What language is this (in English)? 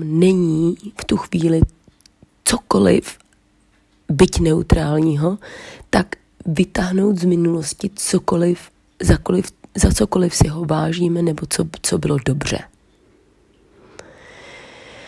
Czech